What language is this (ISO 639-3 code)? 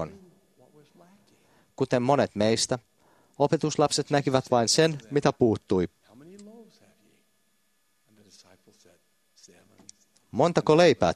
fin